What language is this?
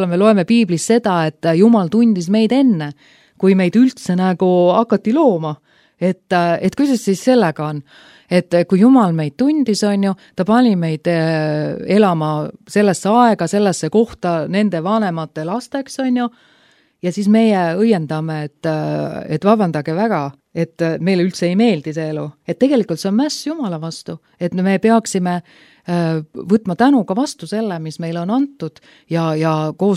Estonian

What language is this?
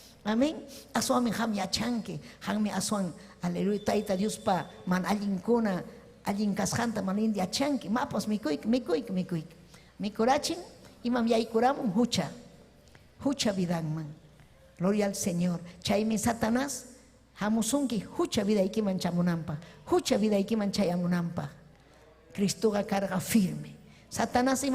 Ayacucho Quechua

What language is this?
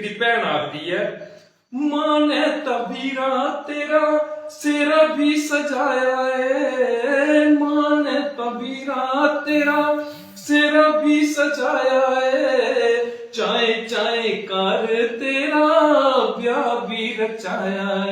Dogri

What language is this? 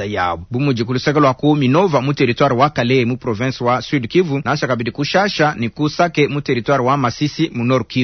Luba-Lulua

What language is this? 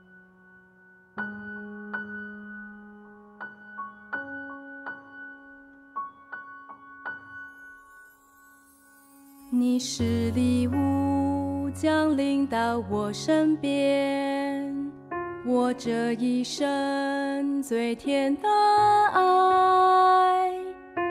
Chinese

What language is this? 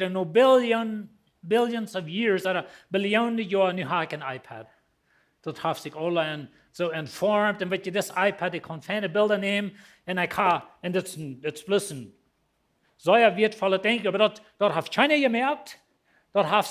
Plautdietsch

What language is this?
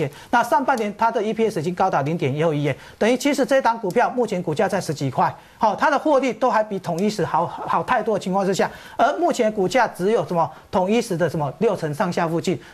Chinese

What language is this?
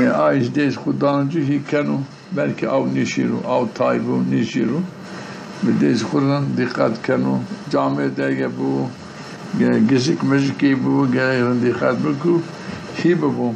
Zaza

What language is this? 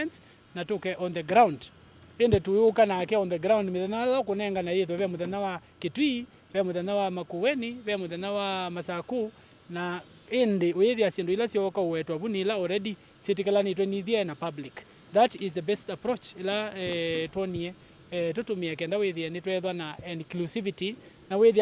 Kamba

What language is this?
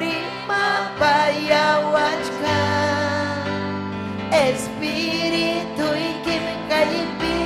Ayacucho Quechua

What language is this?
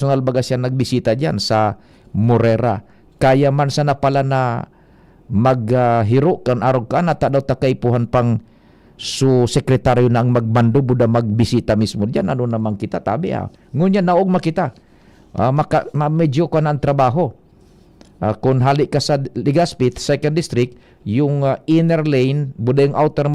Bikol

